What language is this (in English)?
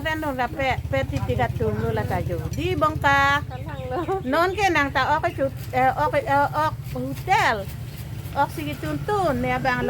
Karbi